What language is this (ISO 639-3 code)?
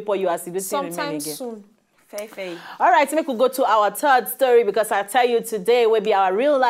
pcm